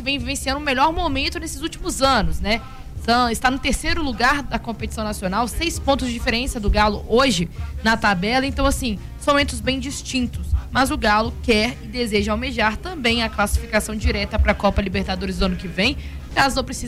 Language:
Portuguese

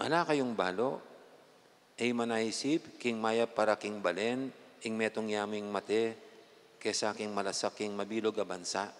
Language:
Pampanga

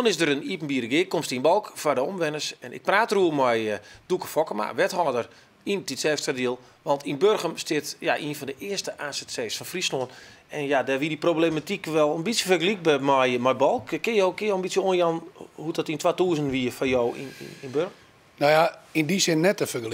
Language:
Western Frisian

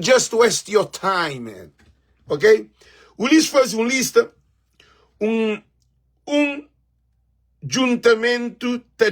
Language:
Kabuverdianu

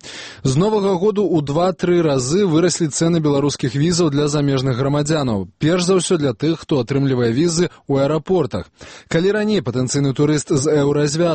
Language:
Belarusian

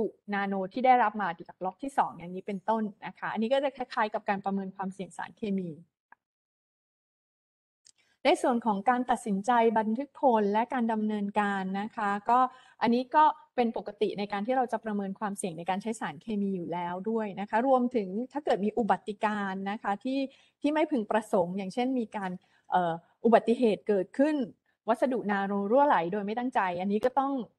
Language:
Thai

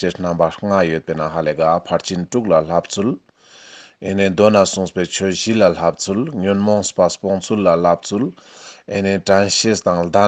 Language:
Ladakhi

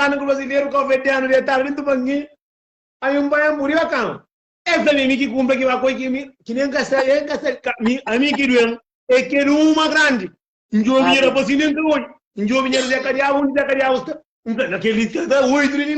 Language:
Kabuverdianu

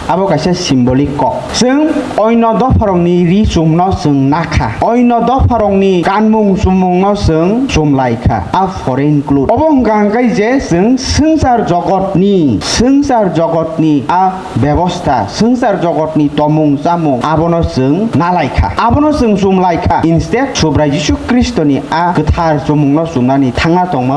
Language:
Kok Borok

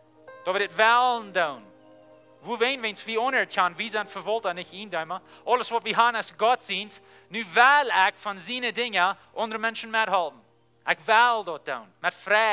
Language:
Plautdietsch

